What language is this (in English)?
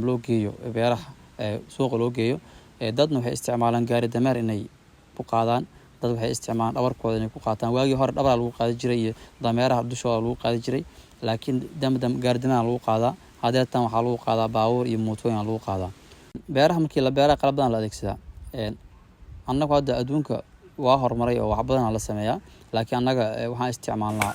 Somali